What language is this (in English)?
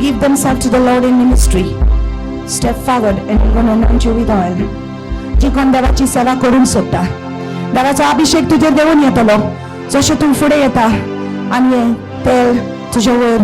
Konkani